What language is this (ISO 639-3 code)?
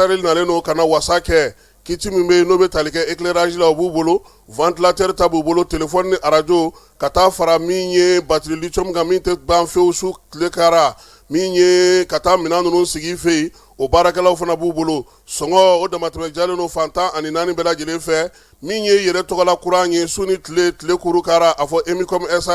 bam